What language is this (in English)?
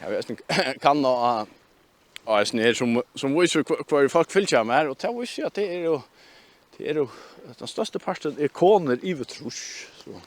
Faroese